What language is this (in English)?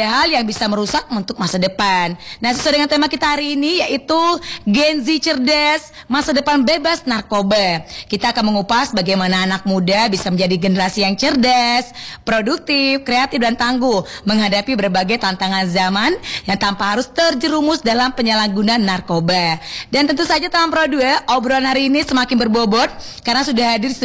Indonesian